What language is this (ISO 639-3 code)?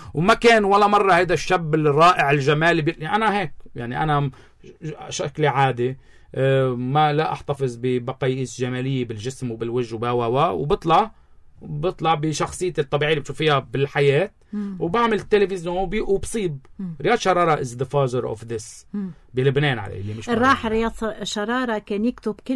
apc